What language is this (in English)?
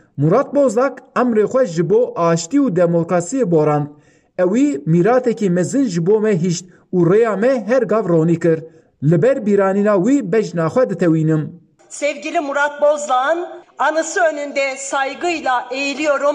Kurdish